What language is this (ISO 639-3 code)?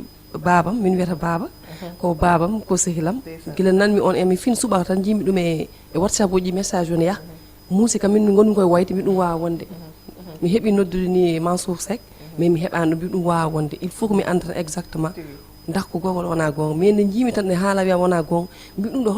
ful